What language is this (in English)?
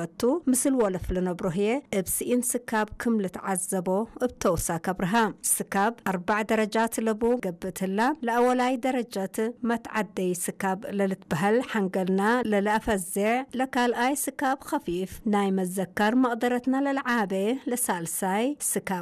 Tigre